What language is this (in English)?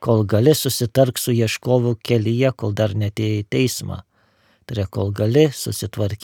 Lithuanian